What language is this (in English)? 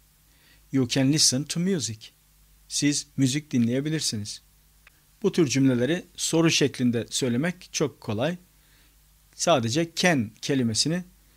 Turkish